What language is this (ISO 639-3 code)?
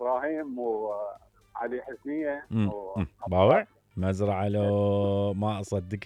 acm